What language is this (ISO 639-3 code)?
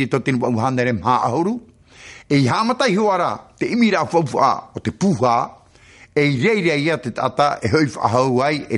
tah